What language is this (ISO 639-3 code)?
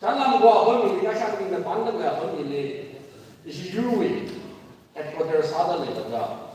nmf